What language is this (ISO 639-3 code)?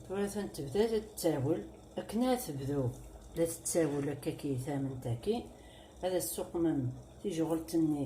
kab